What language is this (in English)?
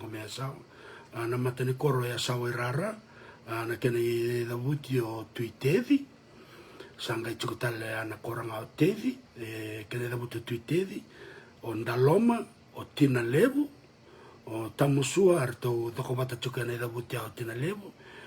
Fijian